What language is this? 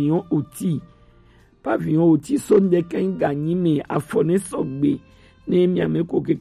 Gen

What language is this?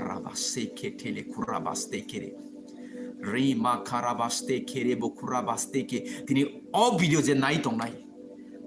Kok Borok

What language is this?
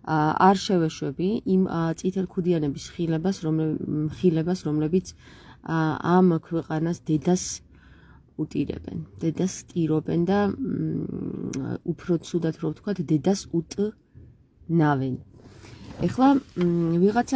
Georgian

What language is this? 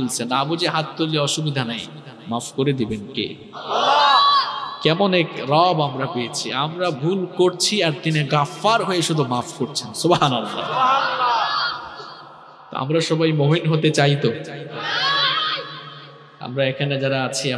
Bangla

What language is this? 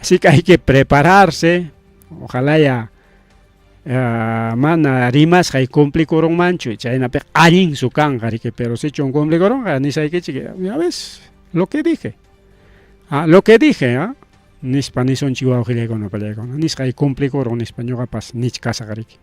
Ayacucho Quechua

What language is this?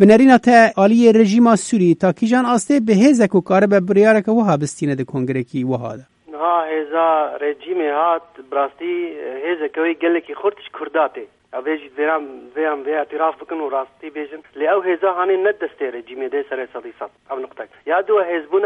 Kurdish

